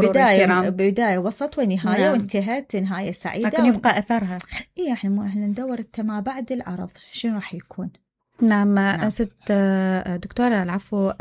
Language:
Mesopotamian Arabic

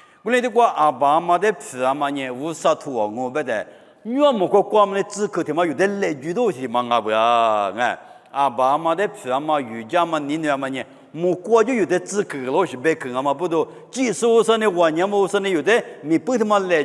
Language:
Lisu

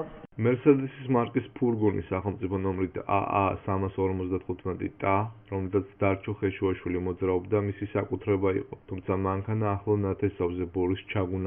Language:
Georgian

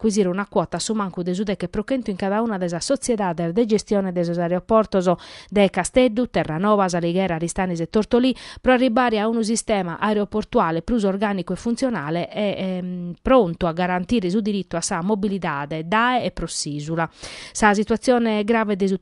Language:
Sardinian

